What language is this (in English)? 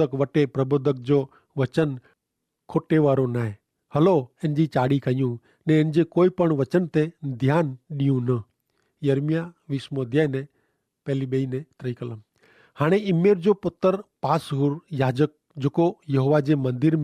Kachhi